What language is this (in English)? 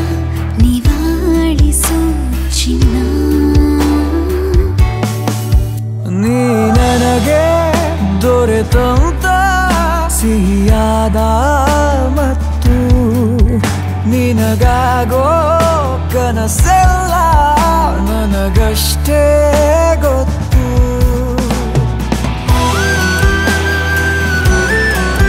Kannada